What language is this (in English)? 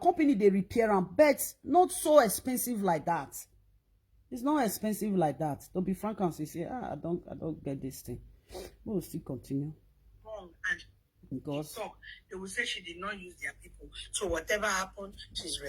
Nigerian Pidgin